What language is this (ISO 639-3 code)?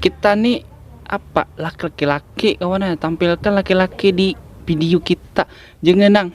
bjn